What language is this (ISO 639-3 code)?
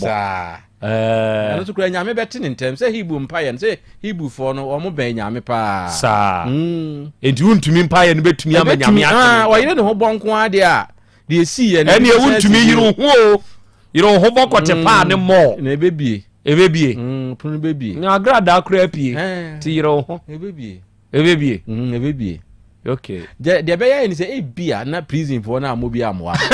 aka